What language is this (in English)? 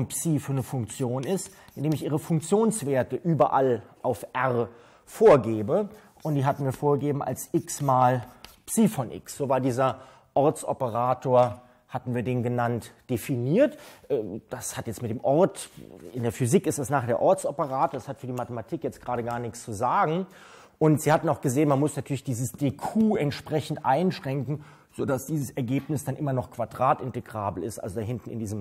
German